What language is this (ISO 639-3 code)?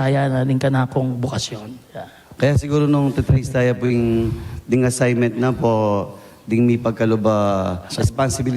pam